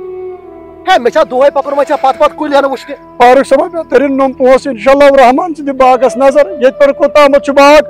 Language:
Kashmiri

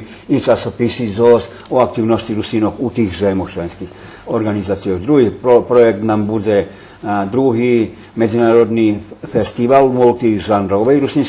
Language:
Rusyn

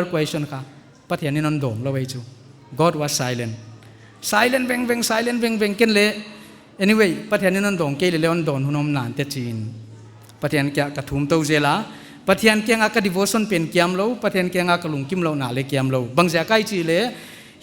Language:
Paite Chin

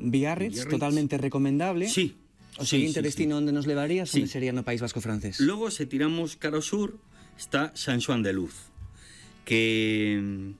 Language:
Galician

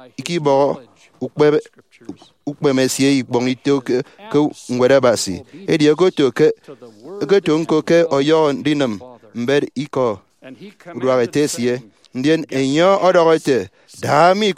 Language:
Efik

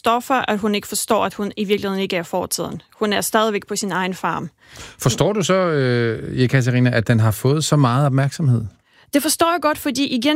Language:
Danish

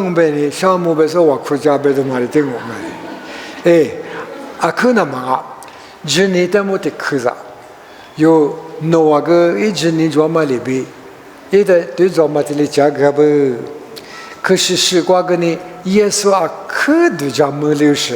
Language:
Lisu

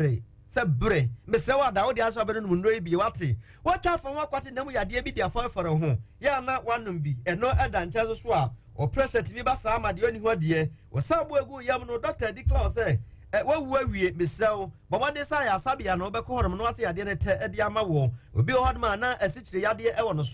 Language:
Akan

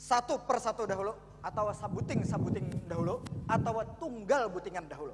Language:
Banjar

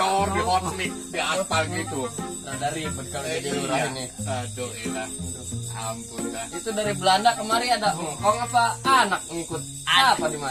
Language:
Betawi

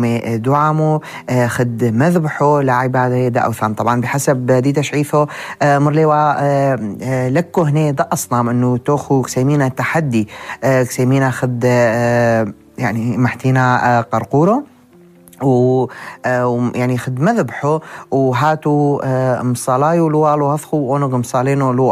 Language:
North Levantine Arabic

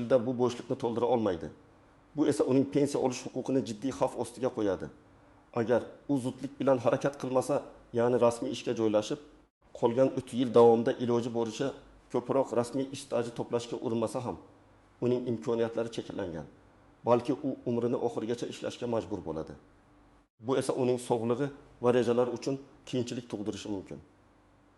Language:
Uzbek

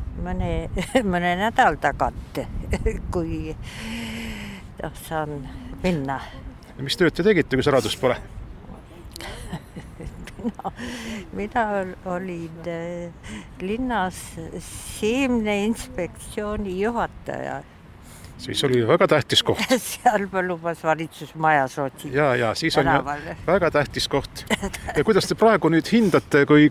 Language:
Estonian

